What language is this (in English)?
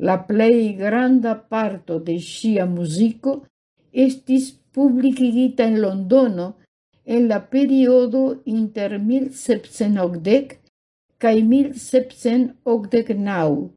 Esperanto